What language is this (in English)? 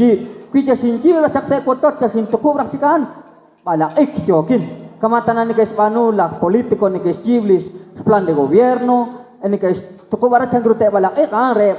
Kekchí